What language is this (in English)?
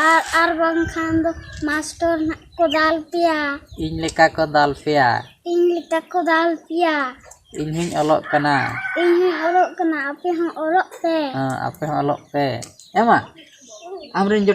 Santali